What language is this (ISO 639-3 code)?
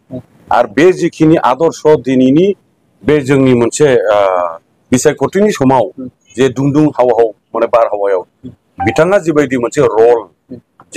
brx